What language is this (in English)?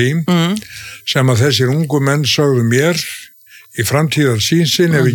Icelandic